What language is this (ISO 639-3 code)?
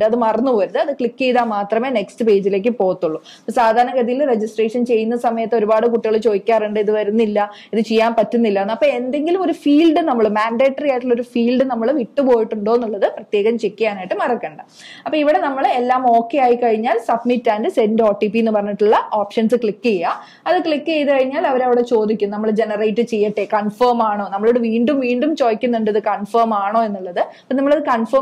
mal